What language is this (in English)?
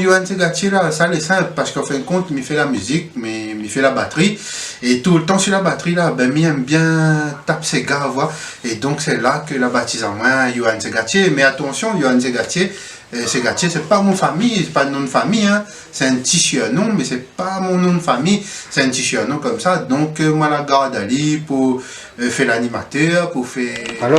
Réunion Creole French